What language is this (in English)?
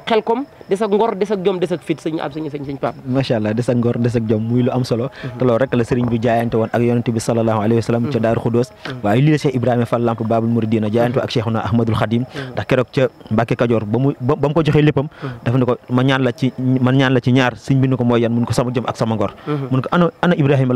Wolof